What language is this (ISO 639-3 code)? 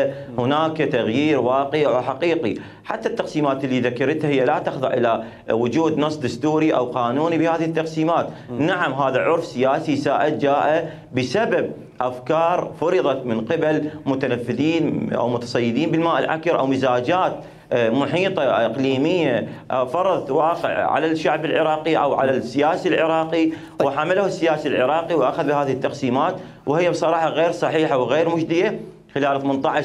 acm